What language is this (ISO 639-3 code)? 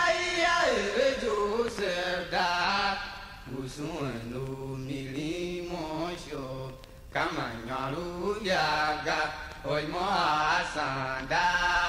tiv